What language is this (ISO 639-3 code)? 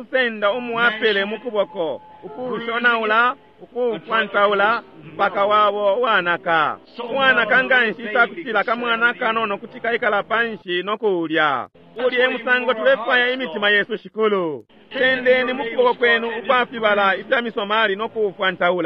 bem